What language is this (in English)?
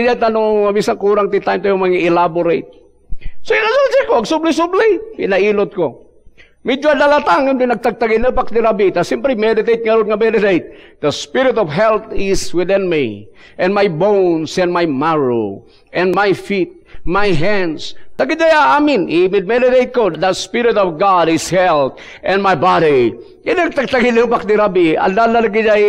Iloko